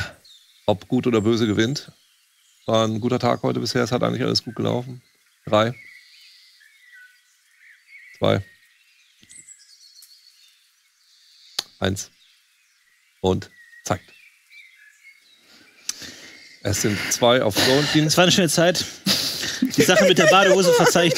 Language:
German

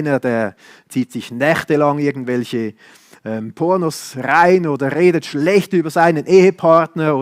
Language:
Swiss German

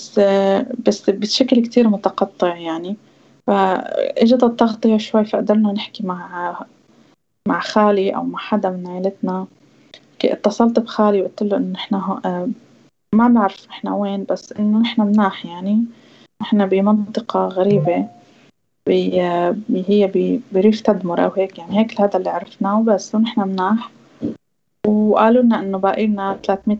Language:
North Levantine Arabic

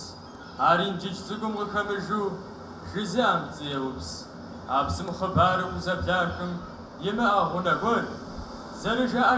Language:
Kabardian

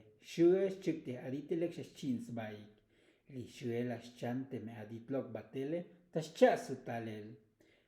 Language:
Tzotzil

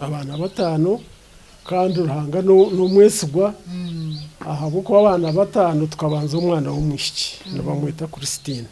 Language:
Nyankole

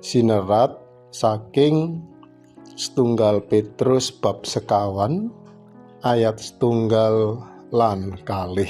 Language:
Javanese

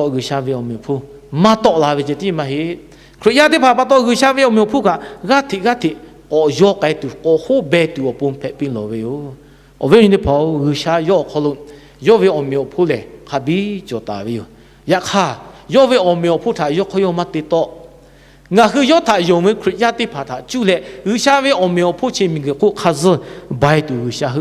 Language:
Lahu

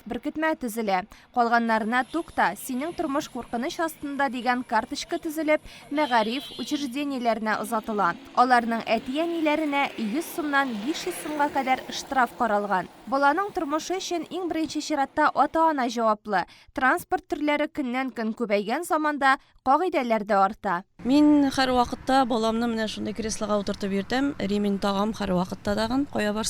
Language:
Tatar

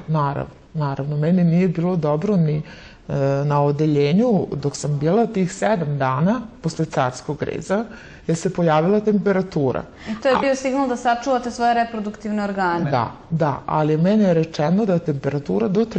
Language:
Serbian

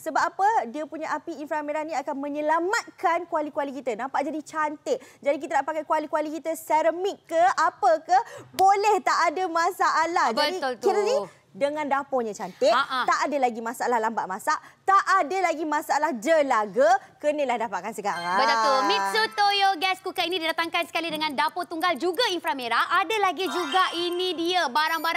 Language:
Malay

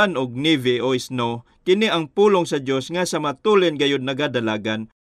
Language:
Cebuano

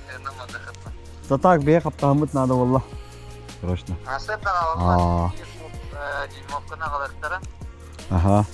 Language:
Yakut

